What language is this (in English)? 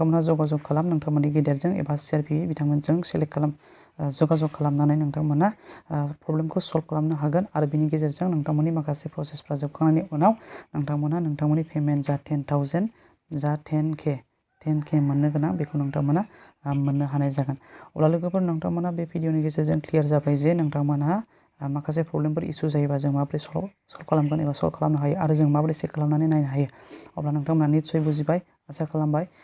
Bodo